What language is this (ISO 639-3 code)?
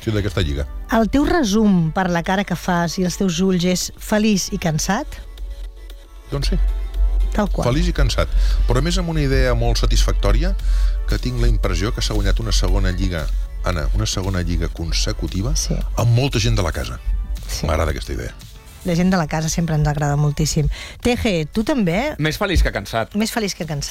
cat